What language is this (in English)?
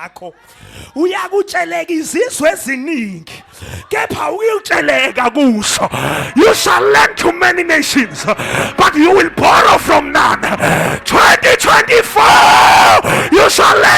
Zulu